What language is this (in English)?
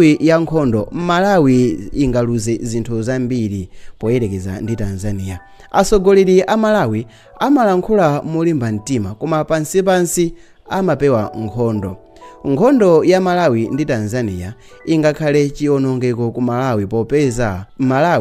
Nyanja